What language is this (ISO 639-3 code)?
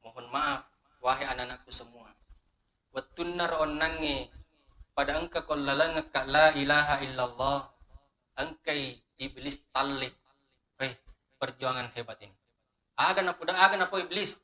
bug